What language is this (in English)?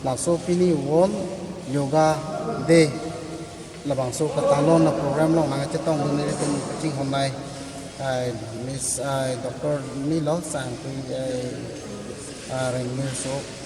Karbi